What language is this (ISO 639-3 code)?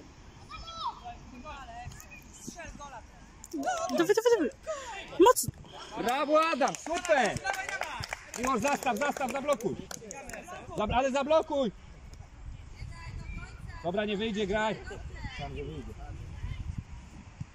pol